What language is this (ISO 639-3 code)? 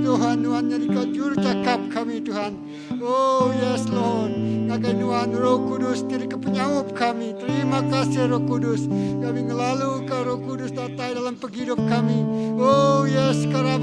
iba